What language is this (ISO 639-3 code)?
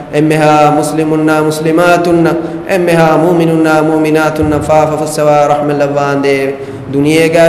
div